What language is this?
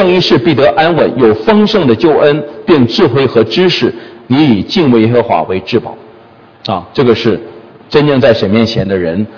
Chinese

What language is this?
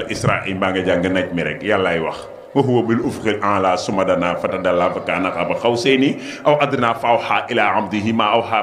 Wolof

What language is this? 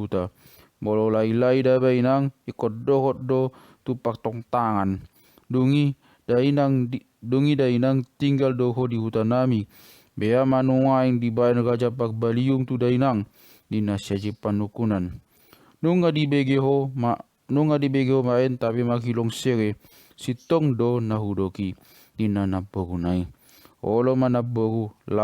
Batak Toba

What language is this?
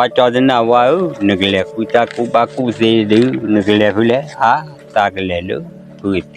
S'gaw Karen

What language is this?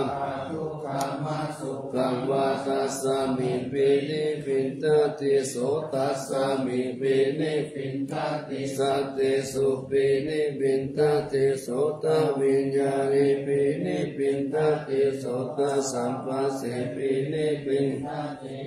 Pali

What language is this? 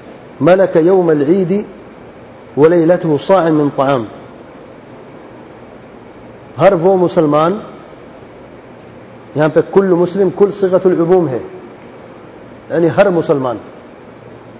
Urdu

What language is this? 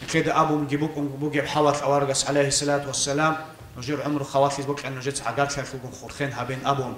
Avaric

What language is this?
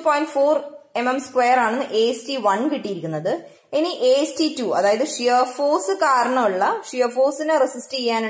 Malayalam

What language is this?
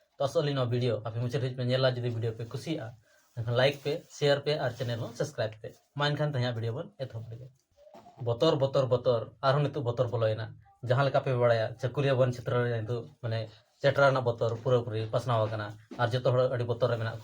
Santali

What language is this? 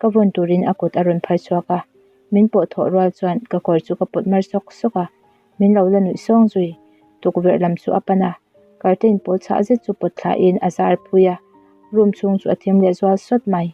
Mizo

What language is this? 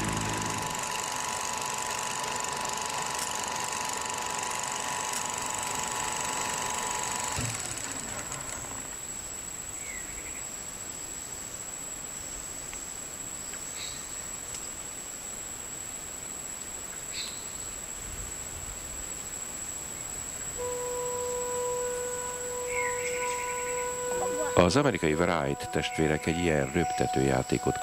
Hungarian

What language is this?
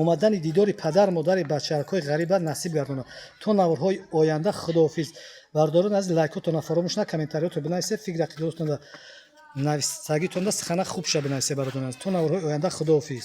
Tajik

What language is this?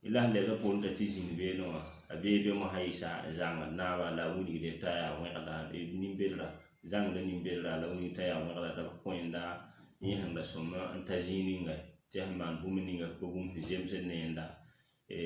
Mossi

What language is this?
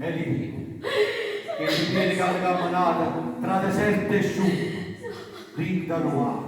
Neapolitan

